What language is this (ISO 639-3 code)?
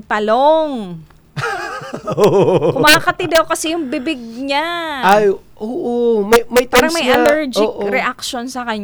fil